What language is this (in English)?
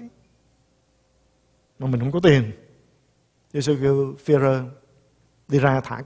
Vietnamese